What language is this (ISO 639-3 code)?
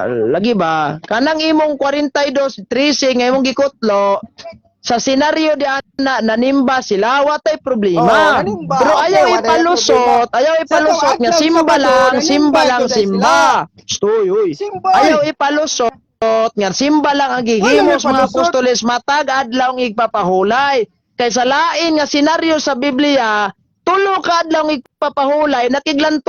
ceb